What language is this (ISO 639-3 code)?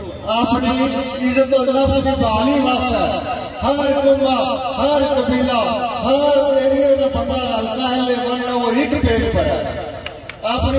phr